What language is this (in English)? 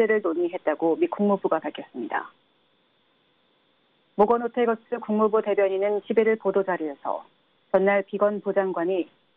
Korean